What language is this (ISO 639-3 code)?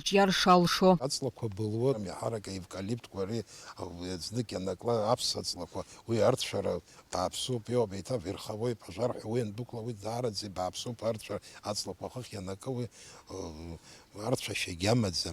abk